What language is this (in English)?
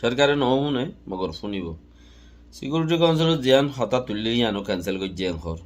Rohingya